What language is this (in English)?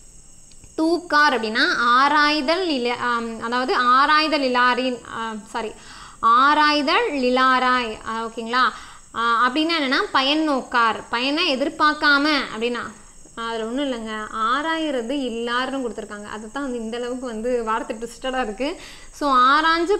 Tamil